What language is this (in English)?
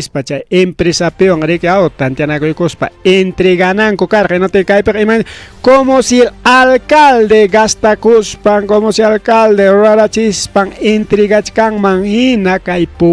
Ayacucho Quechua